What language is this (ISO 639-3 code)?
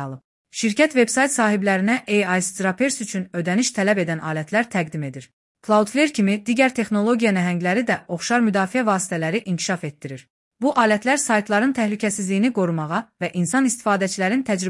aze